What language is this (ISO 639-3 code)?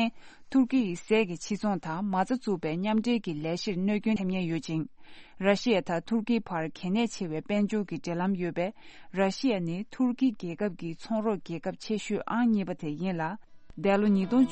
bod